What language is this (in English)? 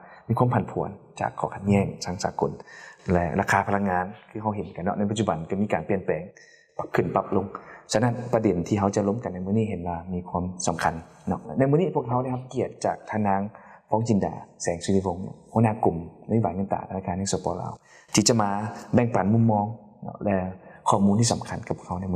Lao